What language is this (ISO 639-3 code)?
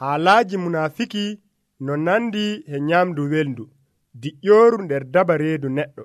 fuv